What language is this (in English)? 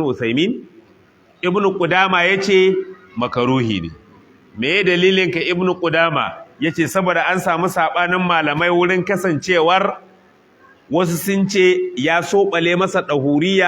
Hausa